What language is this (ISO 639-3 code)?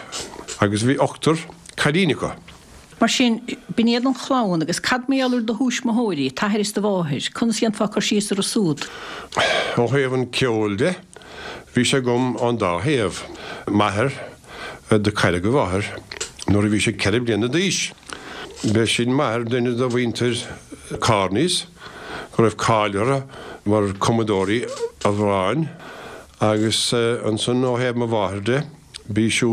gle